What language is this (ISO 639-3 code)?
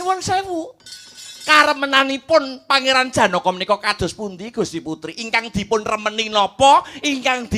jav